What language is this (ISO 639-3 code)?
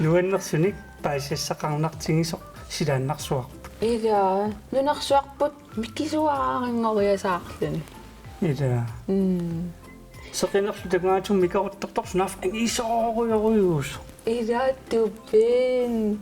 kal